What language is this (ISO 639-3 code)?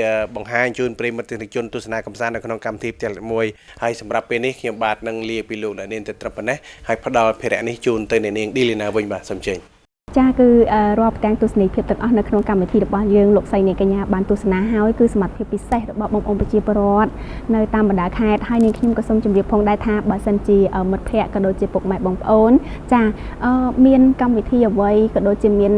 khm